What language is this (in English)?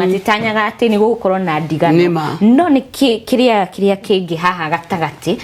Kikuyu